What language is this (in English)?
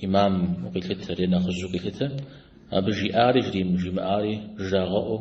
Kabardian